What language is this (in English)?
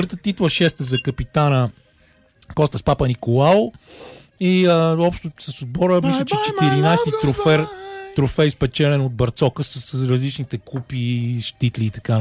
Bulgarian